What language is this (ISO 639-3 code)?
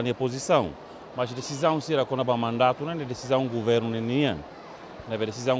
tet